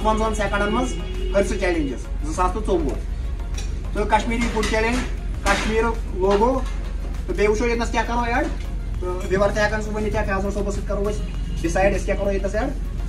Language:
Kashmiri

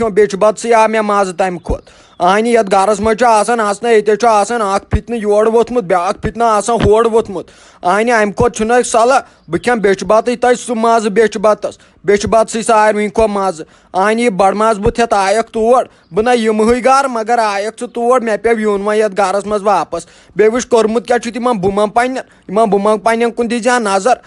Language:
Kashmiri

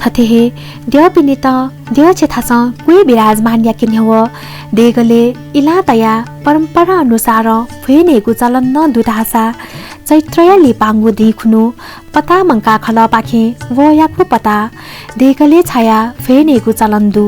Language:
Newari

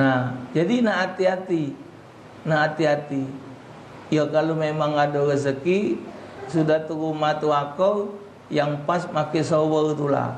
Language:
Musi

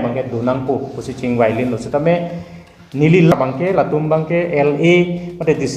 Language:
Karbi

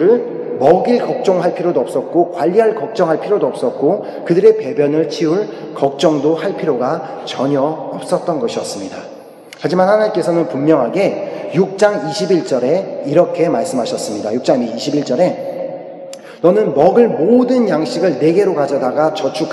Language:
Korean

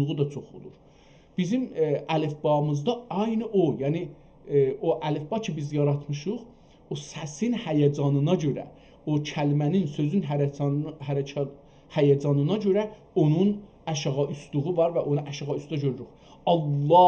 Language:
South Azerbaijani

